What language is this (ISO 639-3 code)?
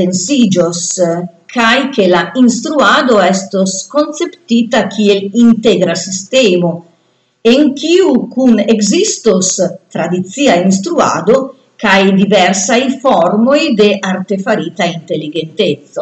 epo